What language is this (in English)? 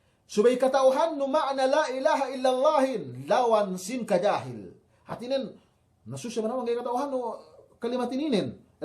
Yakan